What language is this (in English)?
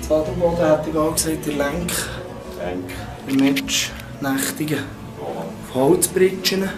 Swiss German